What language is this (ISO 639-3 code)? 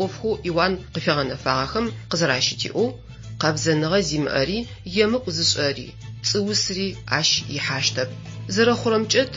ady